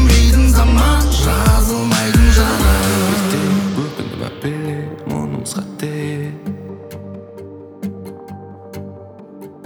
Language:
Kazakh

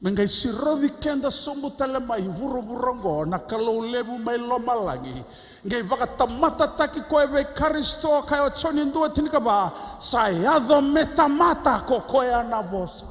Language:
Fijian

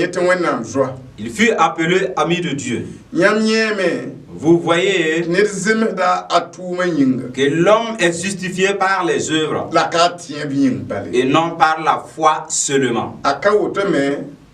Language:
Mossi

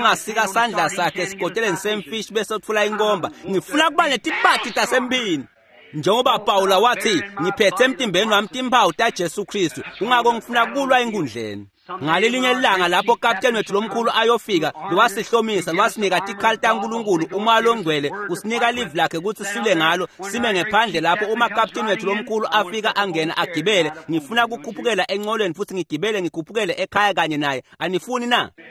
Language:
Swati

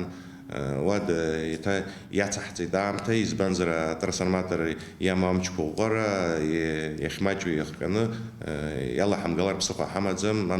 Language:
Abkhazian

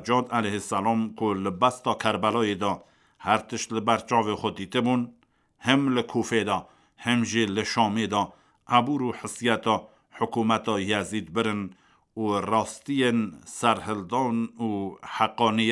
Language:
Kurdish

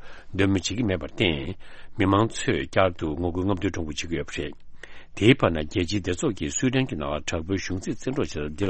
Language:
Tibetan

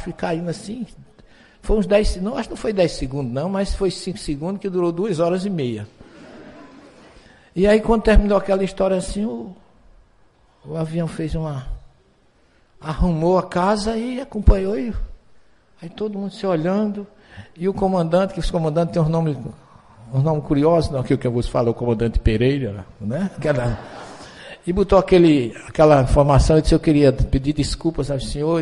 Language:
Portuguese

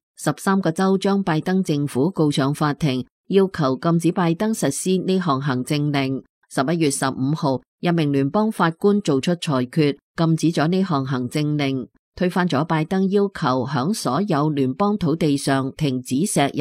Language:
Cantonese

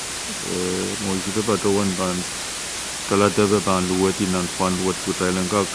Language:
Pohnpeian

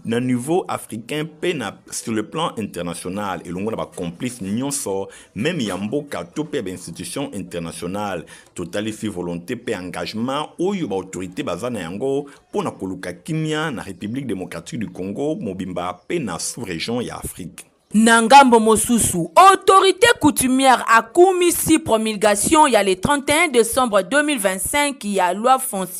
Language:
Lingala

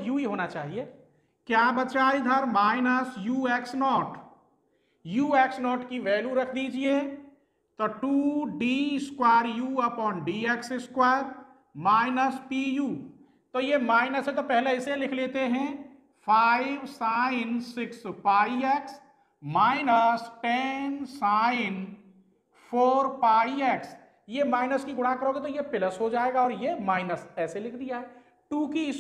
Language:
Hindi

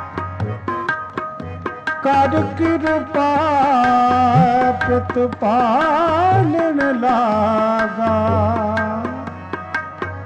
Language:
Punjabi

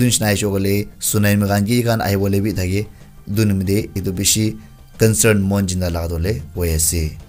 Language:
Naga Pidgin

